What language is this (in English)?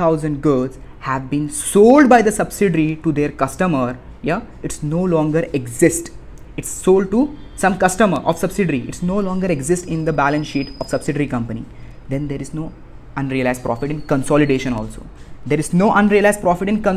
English